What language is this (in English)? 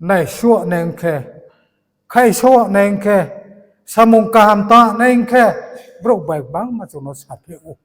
Riang (India)